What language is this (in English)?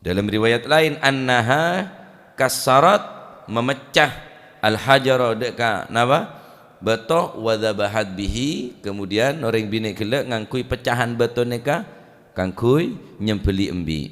Madurese